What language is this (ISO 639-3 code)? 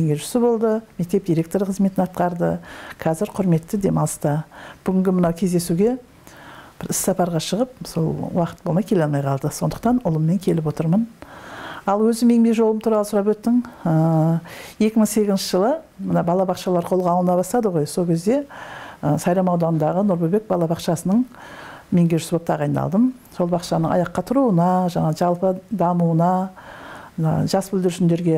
kaz